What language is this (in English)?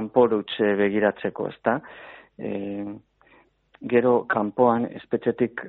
Basque